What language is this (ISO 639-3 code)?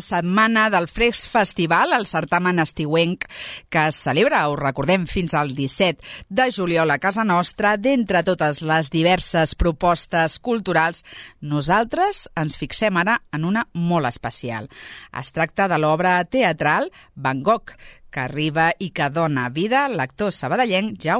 cat